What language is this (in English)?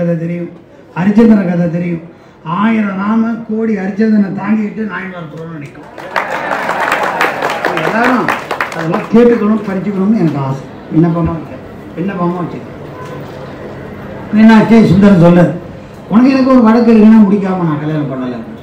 Tamil